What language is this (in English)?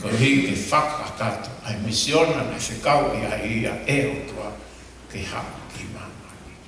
Tongan